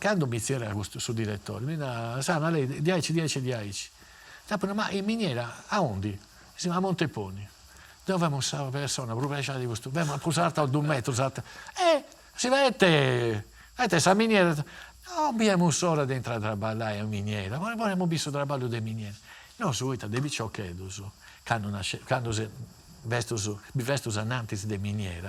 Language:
Sardinian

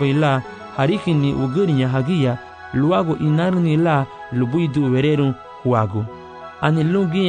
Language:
Garifuna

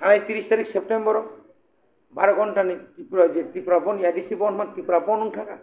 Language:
Kok Borok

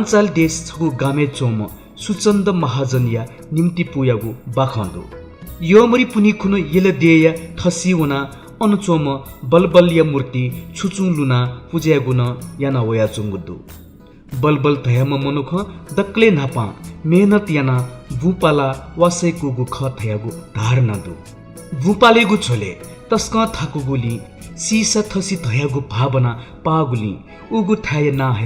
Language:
Newari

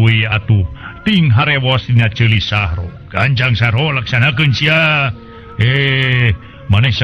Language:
Sundanese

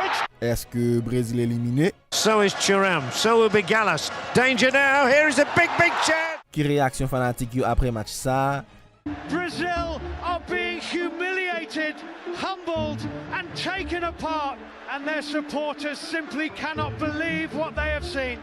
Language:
Haitian Creole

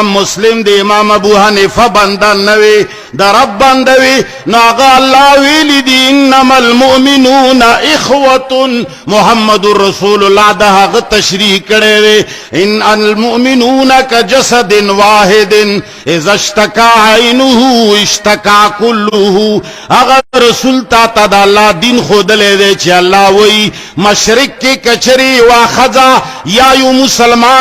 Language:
Pashto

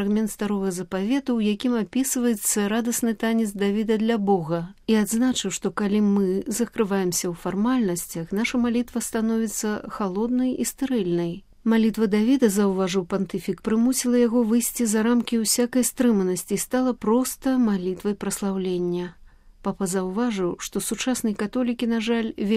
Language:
Belarusian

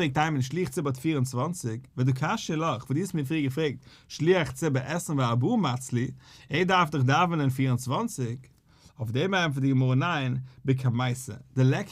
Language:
Yiddish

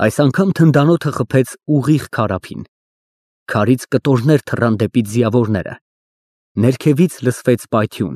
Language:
Armenian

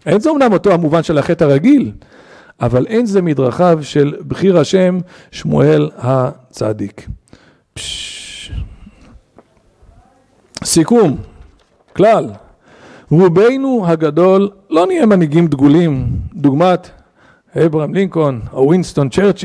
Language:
Hebrew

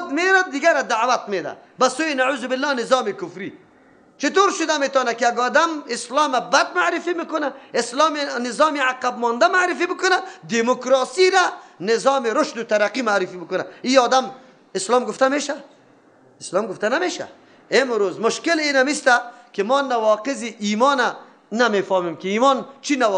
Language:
Persian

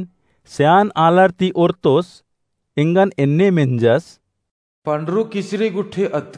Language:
Kurukh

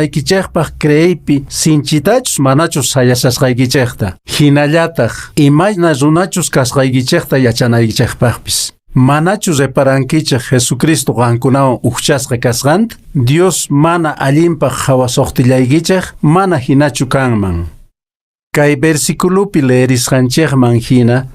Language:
Quechua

